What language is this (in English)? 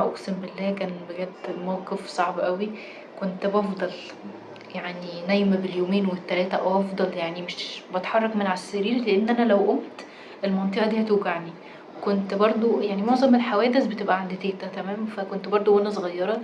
Egyptian Arabic